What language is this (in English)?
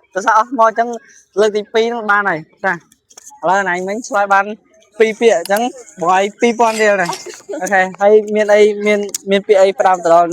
Khmer